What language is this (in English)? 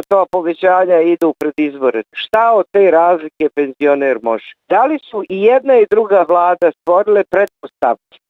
Bosnian